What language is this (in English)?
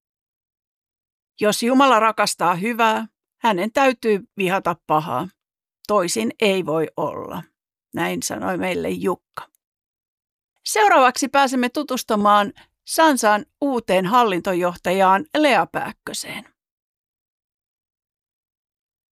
Finnish